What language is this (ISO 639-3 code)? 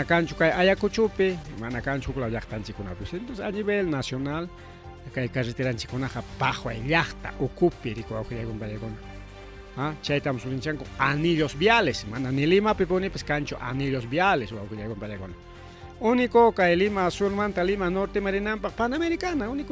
quy